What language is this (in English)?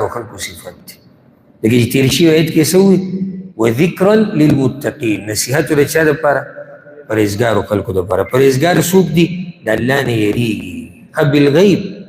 Pashto